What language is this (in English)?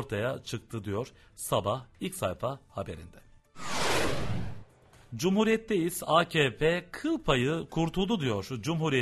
Turkish